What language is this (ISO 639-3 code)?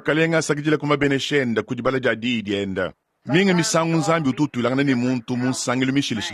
lua